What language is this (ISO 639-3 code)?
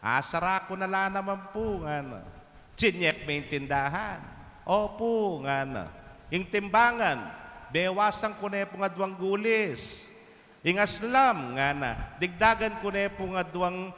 pam